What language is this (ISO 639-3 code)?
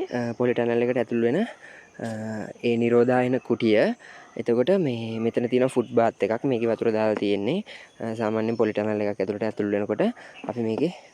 sin